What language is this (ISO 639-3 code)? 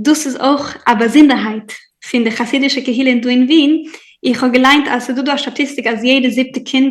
yid